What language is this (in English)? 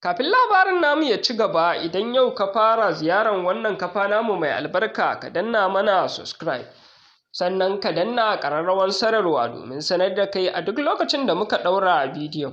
Hausa